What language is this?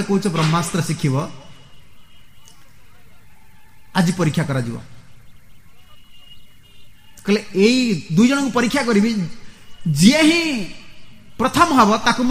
Odia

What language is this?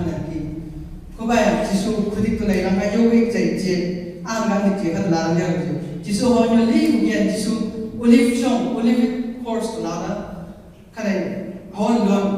Chang Naga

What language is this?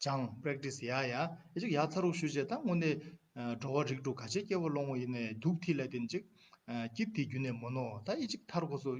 Tibetan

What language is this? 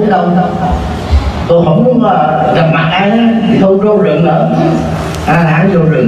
Vietnamese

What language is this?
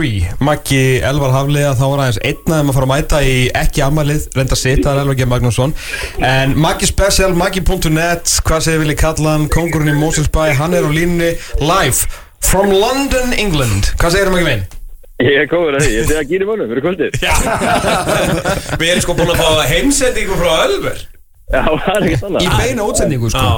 Icelandic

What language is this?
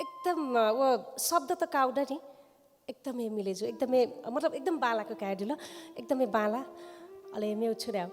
Newari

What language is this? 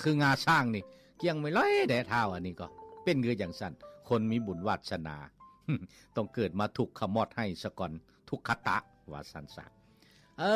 Lao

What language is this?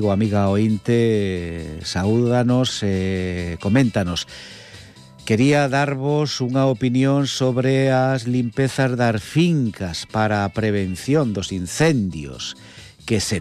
Galician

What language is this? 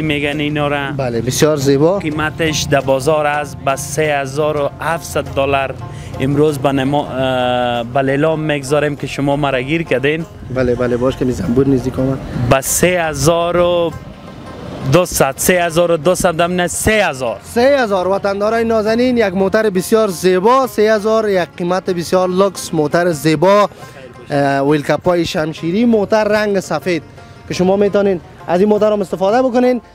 Persian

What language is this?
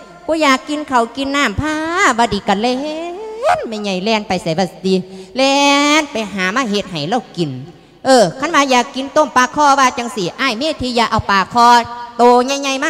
Lao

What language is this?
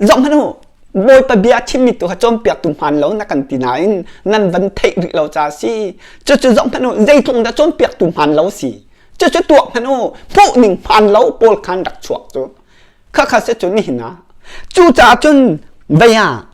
Hakha Chin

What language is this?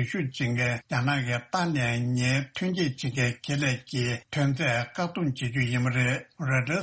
Tibetan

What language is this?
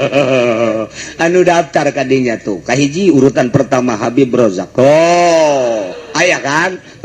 Sundanese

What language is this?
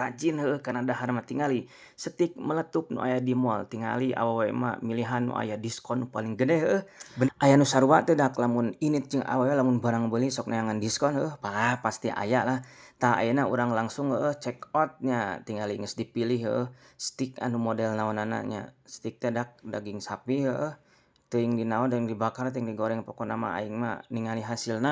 Sundanese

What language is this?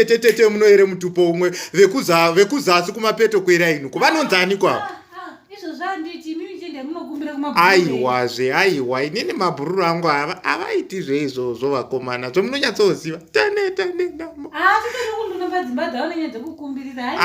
Shona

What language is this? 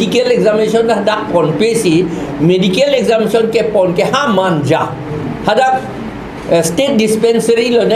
Karbi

